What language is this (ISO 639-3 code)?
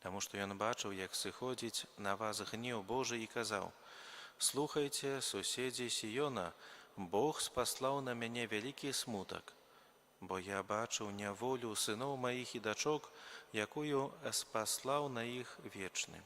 bel